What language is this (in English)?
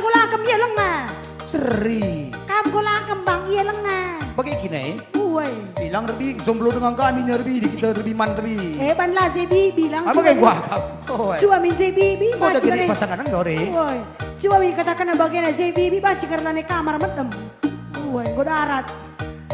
Batak Karo